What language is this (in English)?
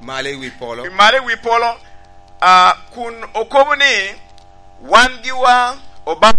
Lango (Uganda)